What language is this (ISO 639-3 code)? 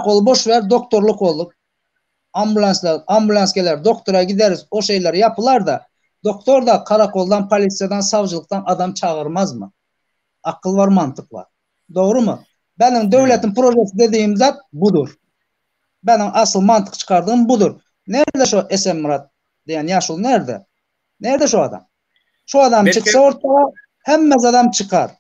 tuk